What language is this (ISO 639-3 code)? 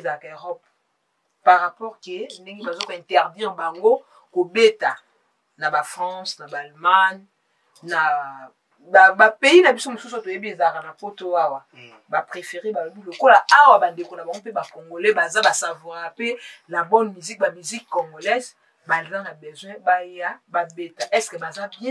lin